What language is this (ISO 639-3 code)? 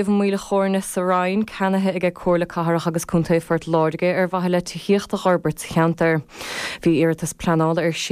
gle